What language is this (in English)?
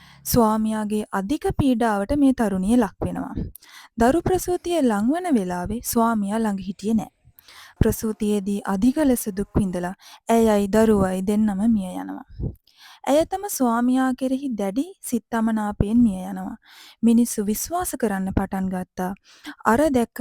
Sinhala